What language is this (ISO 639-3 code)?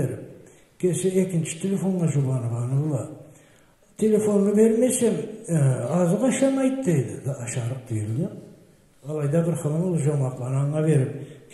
krc